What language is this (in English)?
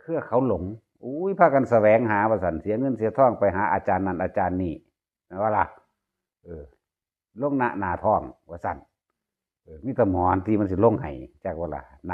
Northeastern Thai